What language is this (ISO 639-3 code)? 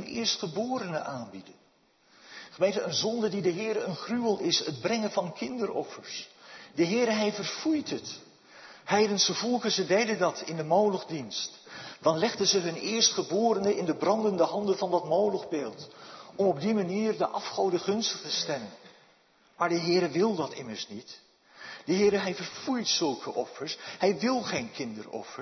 nld